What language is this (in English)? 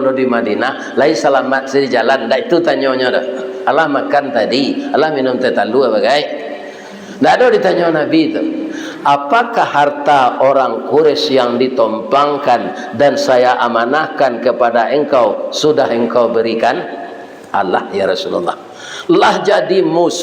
Minangkabau